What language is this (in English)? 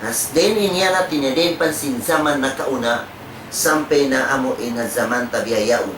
Tausug